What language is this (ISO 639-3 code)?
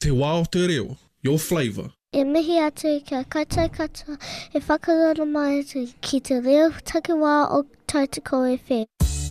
mri